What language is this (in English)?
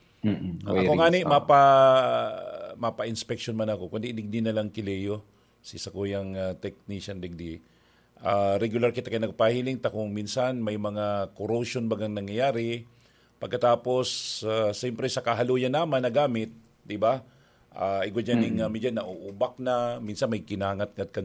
Bikol